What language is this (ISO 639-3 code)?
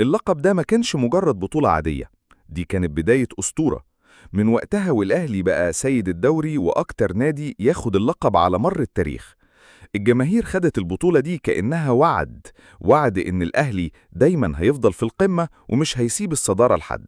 arz